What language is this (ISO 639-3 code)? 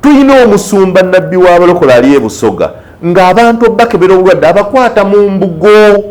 lug